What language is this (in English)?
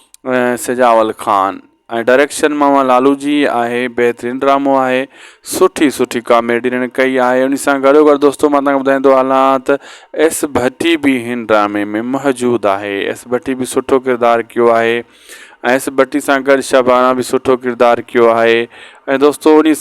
Sindhi